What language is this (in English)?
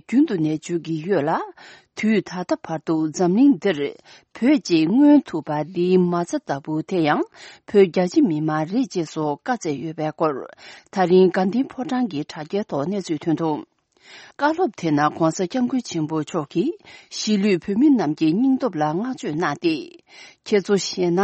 Tibetan